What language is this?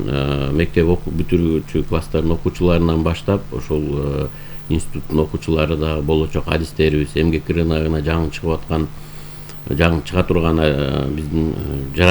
Kyrgyz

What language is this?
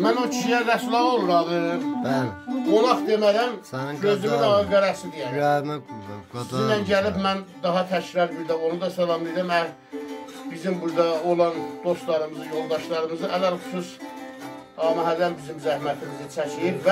South Azerbaijani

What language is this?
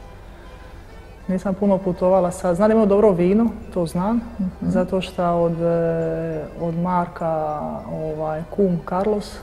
Croatian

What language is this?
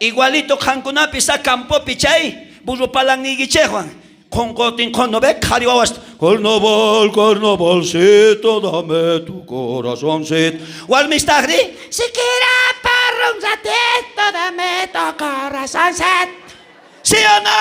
South Bolivian Quechua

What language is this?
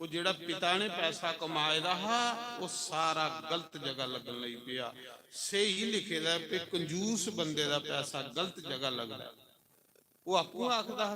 Dogri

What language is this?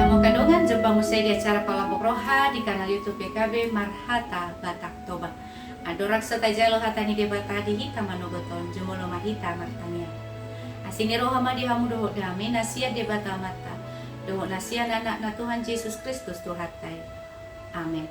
Batak Toba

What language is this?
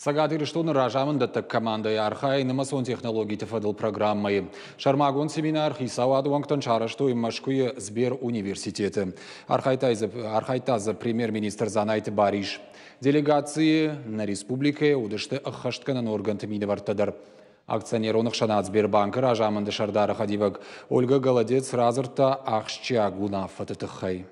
Ossetic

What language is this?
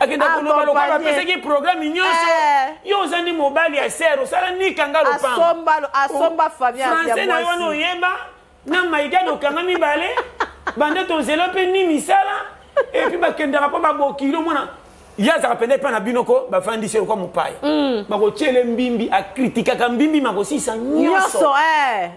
Lingala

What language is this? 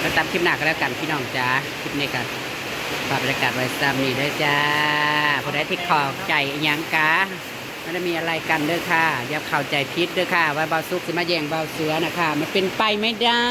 Northeastern Thai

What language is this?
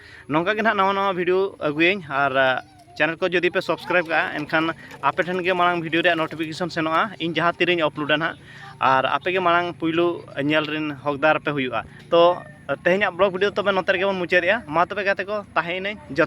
Santali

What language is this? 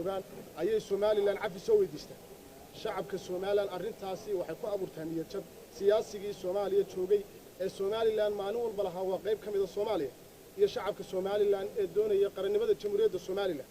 Somali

